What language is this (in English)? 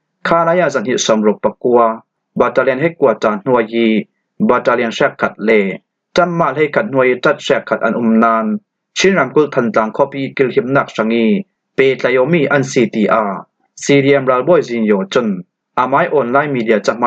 Falam Chin